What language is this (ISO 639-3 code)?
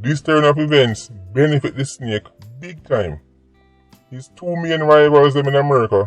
jam